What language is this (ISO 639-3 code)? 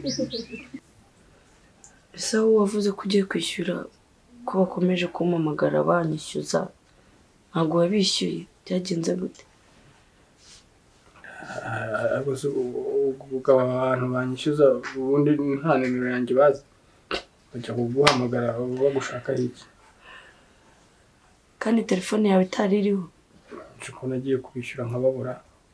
kin